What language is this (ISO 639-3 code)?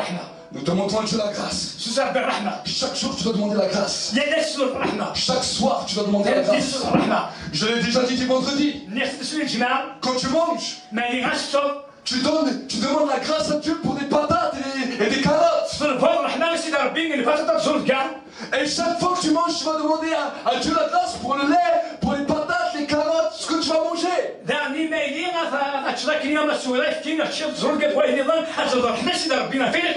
fra